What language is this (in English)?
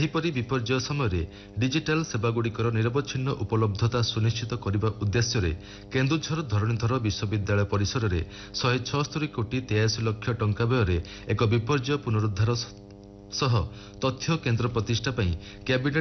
Odia